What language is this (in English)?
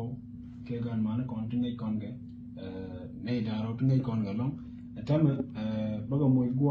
Nuer